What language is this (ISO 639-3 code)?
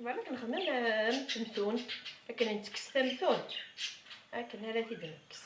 kab